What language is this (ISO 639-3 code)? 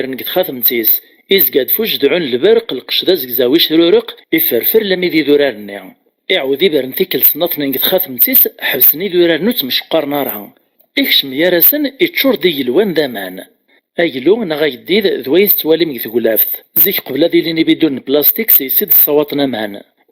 kab